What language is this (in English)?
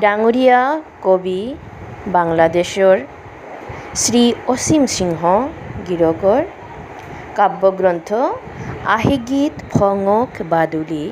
Bishnupriya